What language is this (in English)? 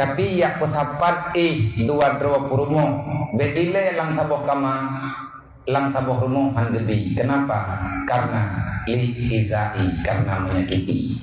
Achinese